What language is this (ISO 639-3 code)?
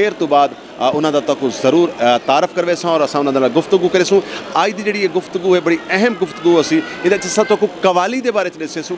skr